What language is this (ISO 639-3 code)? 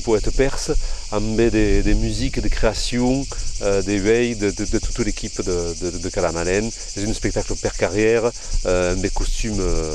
oci